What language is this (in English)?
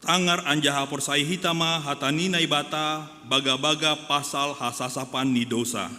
Batak Simalungun